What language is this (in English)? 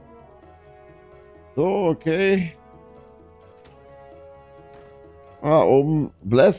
German